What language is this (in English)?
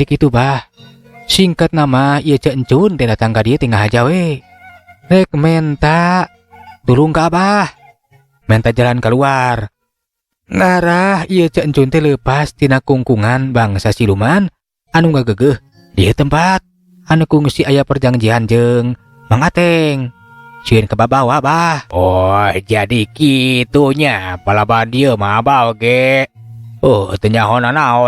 Sundanese